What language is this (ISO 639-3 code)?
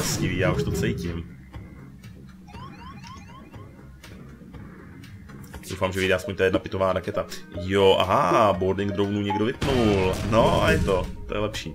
ces